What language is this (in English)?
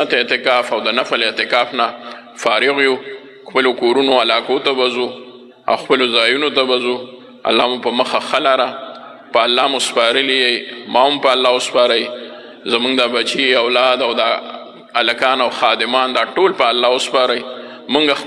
Pashto